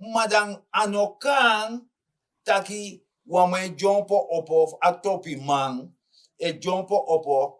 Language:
Sranan Tongo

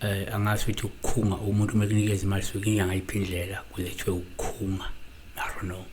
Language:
Zulu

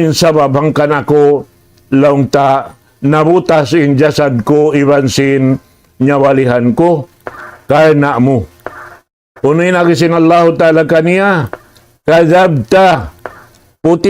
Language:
Tausug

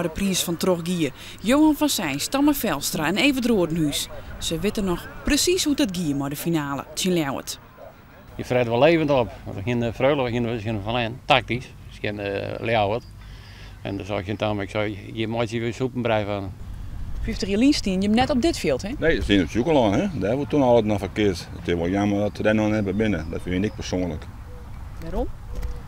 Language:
Western Frisian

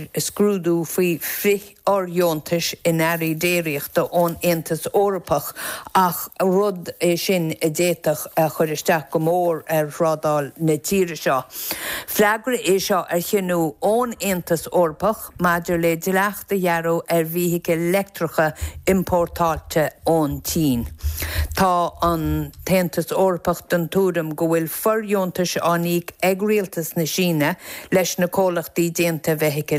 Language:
Irish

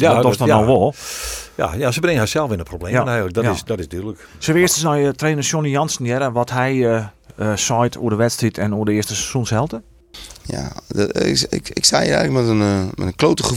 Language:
Western Frisian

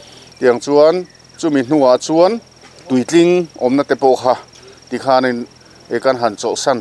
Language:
Mizo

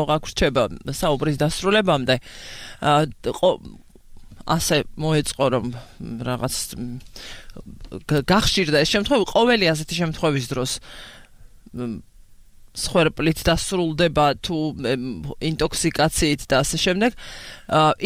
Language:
Georgian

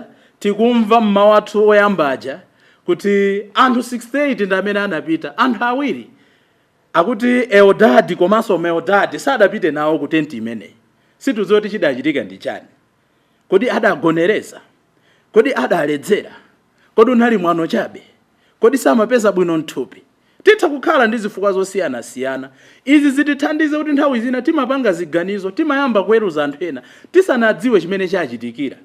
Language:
Nyanja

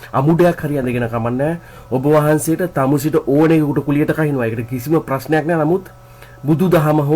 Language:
Sinhala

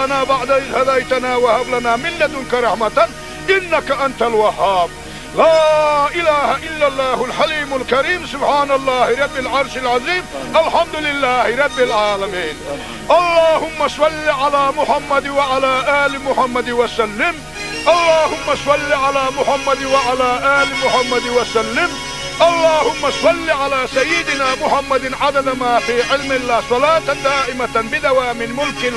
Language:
Chechen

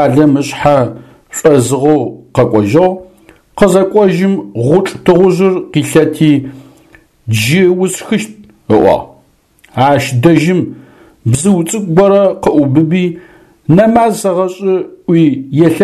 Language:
Adyghe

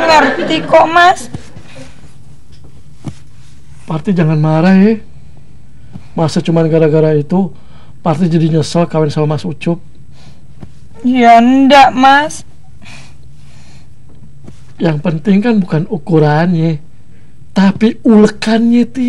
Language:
Indonesian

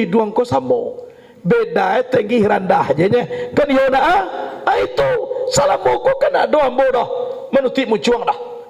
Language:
Minangkabau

